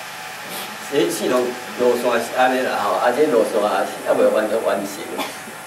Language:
Min Nan Chinese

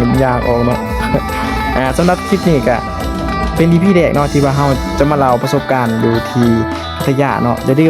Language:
Lao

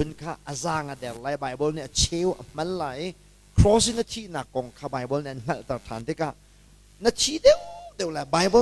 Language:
Hakha Chin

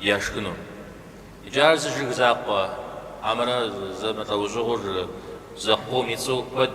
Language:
Kabardian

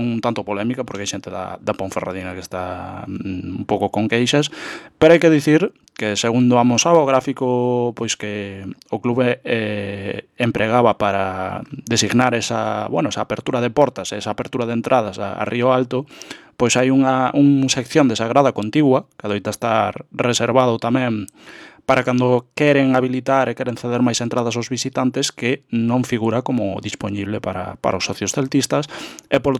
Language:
Galician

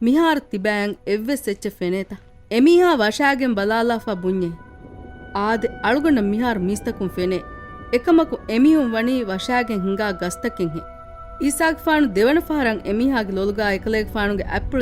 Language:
Divehi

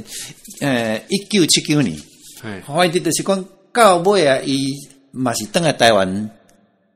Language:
Min Nan Chinese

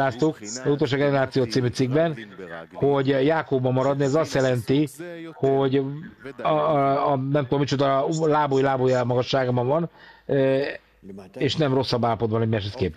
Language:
Hungarian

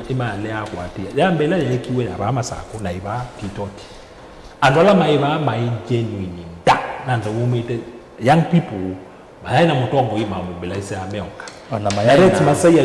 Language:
Kamba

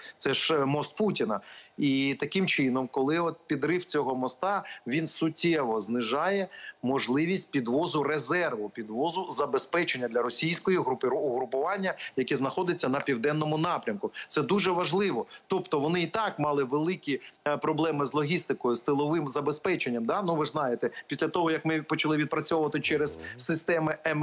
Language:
Ukrainian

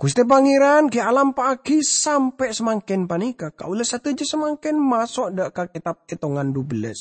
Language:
Madurese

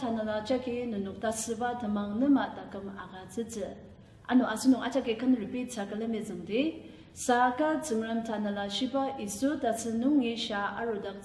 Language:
Ao Naga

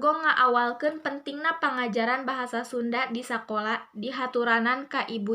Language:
Sundanese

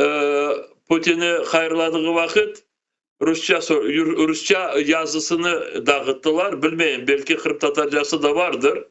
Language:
Crimean Tatar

